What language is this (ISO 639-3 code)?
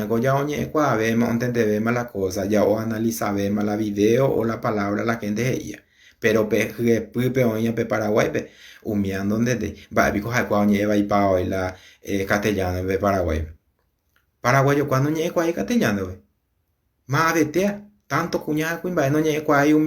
grn